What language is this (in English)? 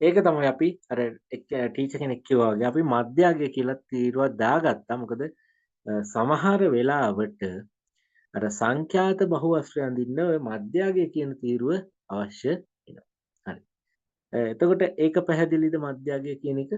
Sinhala